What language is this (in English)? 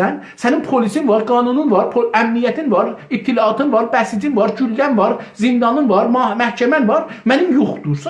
South Azerbaijani